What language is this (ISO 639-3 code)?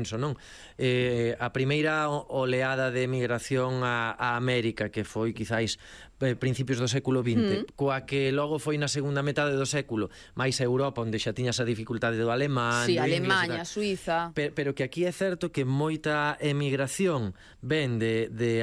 glg